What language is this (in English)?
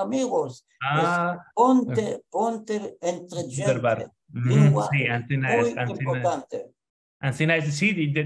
Ladino